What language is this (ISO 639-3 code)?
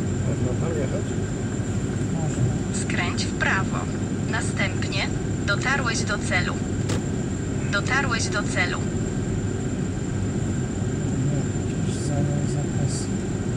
pol